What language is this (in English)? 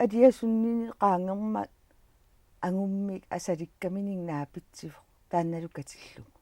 Kalaallisut